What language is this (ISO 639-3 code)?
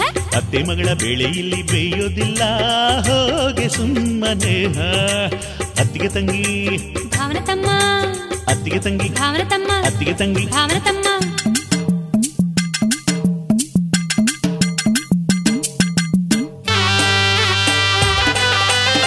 kan